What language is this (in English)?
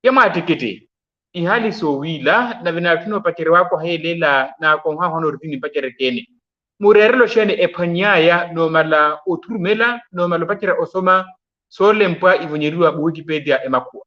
Makhuwa